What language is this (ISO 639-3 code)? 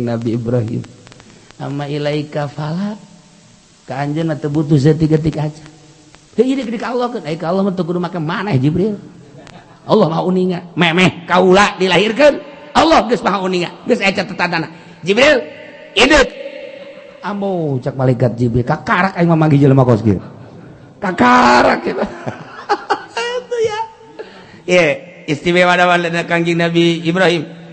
sun